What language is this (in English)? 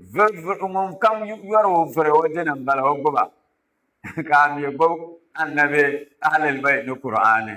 Dagbani